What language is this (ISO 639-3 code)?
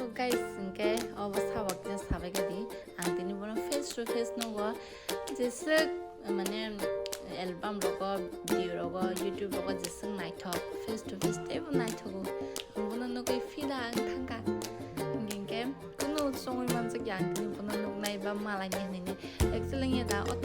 trp